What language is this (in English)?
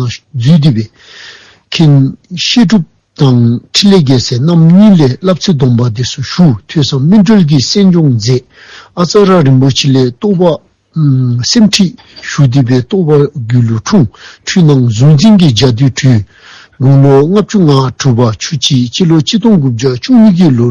Dzongkha